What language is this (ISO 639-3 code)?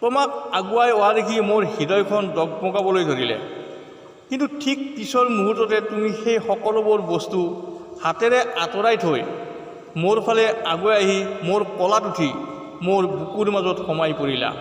asm